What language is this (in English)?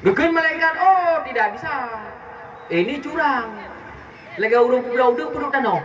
Achinese